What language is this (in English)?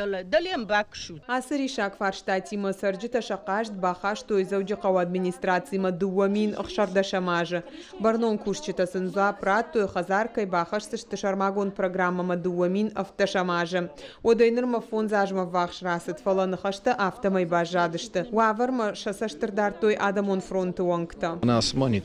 Ossetic